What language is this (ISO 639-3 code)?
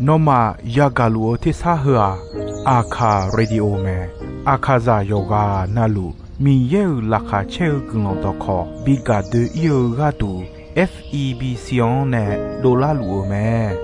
ahk